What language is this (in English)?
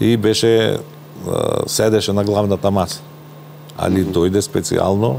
Macedonian